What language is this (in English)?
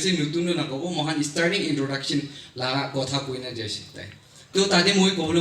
Naga Pidgin